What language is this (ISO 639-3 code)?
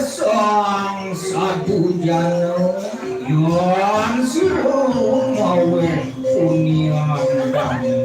ban